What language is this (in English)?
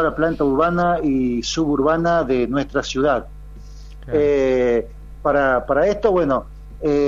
Spanish